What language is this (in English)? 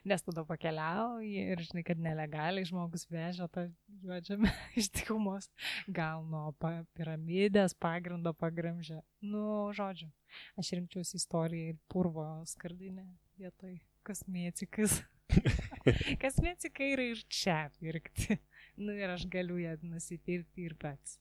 Lithuanian